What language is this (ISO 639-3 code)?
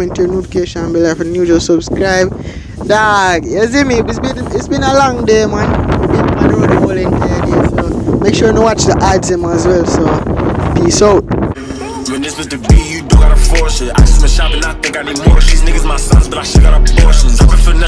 jam